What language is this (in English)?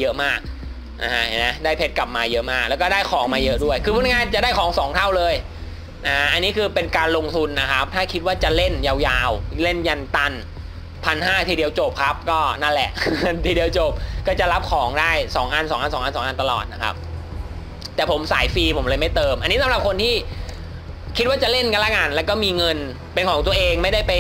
Thai